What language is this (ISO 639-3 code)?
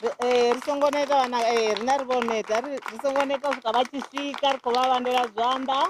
ven